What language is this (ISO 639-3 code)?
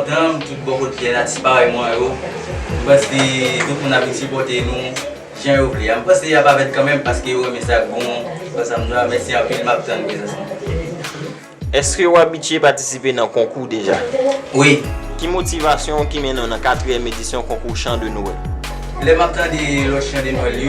hat